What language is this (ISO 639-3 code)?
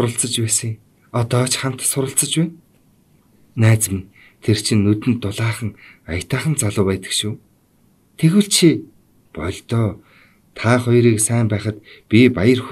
mon